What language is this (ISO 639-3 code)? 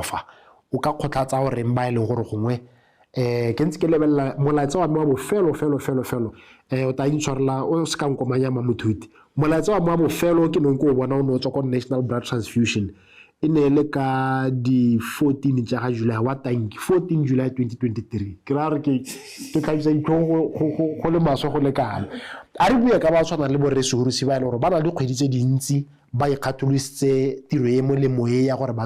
tsn